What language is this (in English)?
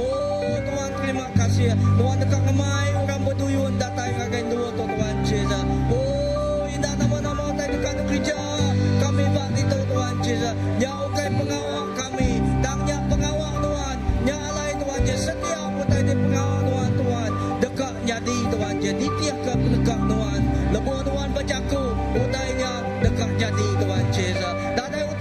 Iban